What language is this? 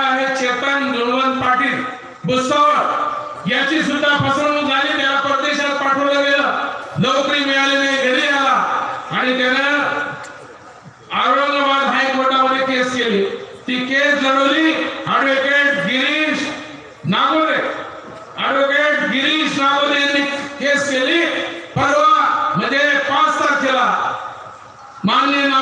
Marathi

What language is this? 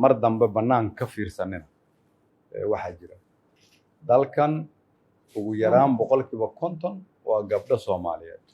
Somali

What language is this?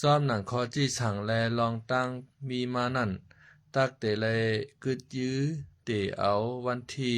Shan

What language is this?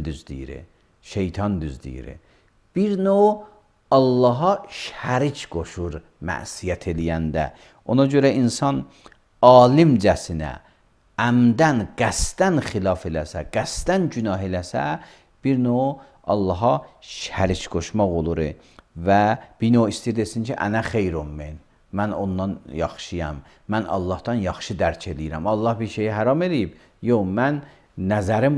Azerbaijani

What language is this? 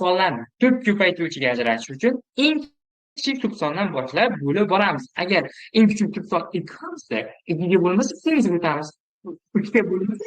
Uzbek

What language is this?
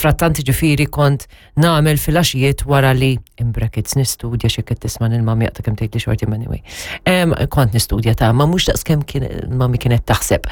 Maltese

